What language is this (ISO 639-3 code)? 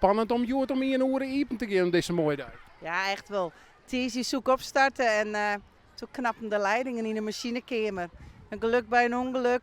fry